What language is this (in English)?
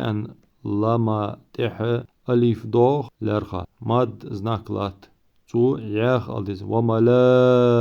Ingush